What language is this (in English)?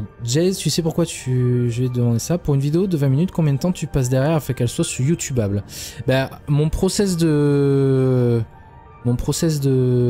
French